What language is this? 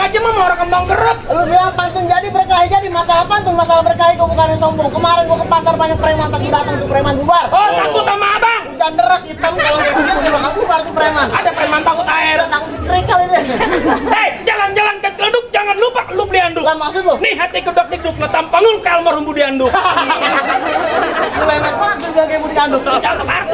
Betawi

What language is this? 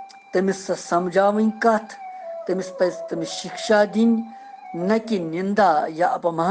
Kashmiri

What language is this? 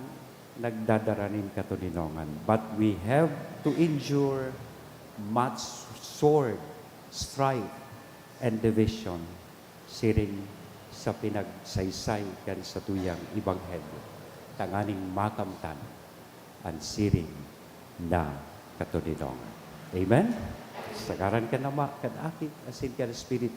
Bikol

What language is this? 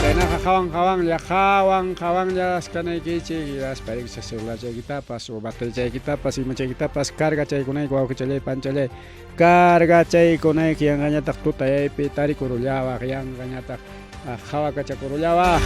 Ayacucho Quechua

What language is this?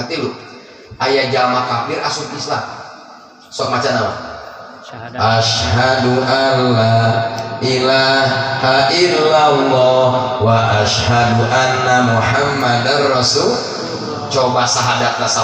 Sundanese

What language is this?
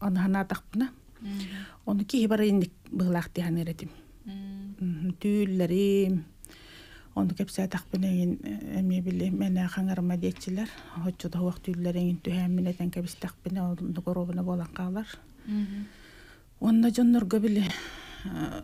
Yakut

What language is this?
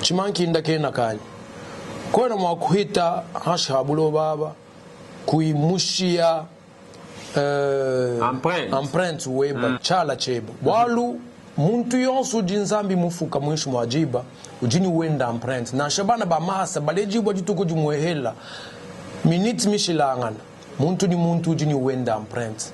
Luba-Lulua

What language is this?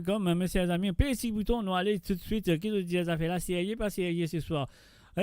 Morisyen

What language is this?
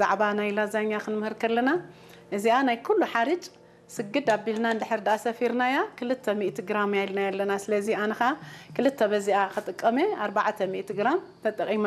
Tigrinya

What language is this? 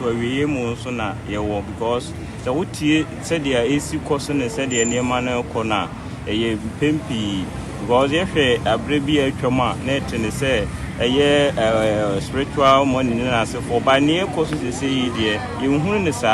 Akan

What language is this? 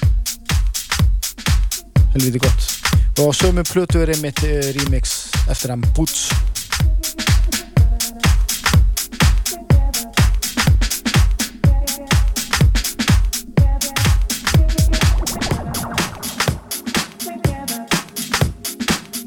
Icelandic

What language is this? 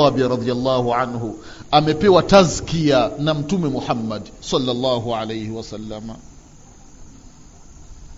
Swahili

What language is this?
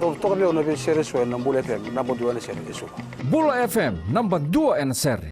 Fijian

